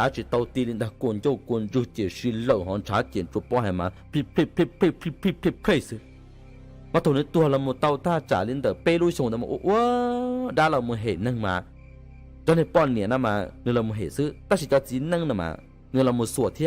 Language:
Hmong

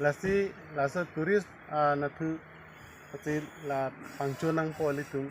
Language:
Karbi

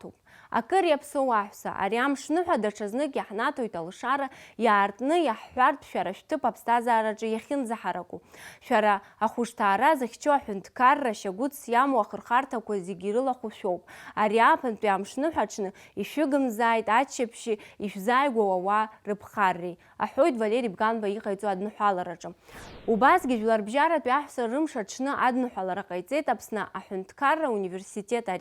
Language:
Abkhazian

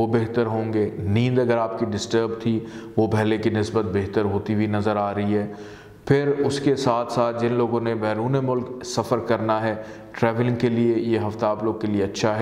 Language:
Urdu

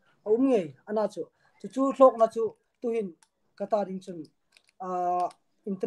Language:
Hmar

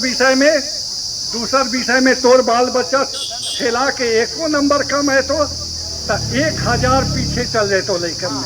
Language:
Magahi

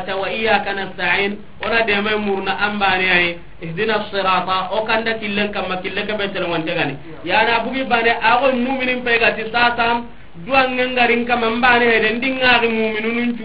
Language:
Soninke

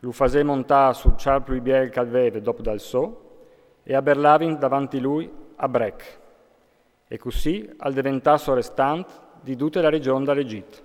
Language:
Friulian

